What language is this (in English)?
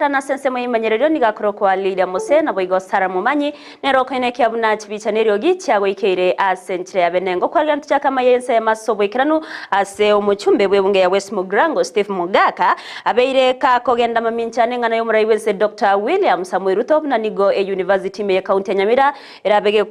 Gusii